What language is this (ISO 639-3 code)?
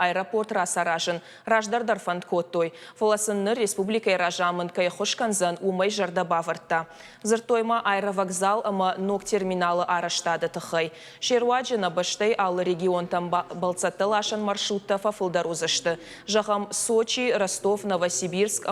oss